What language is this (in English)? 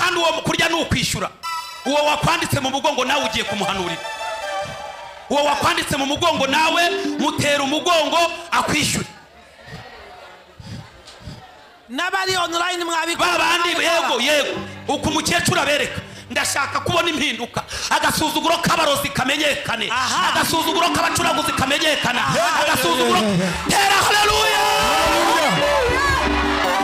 Kinyarwanda